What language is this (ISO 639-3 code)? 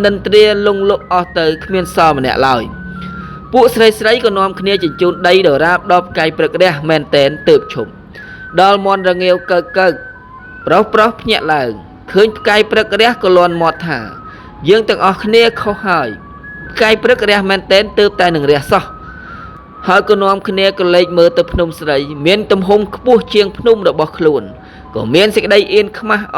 khm